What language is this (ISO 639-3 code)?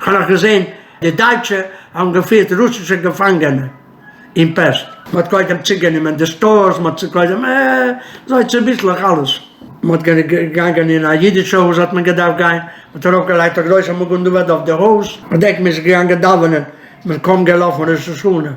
yid